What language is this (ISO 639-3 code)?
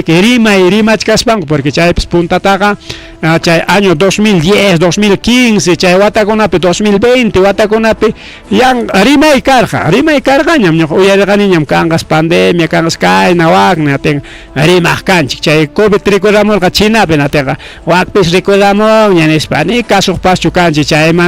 quy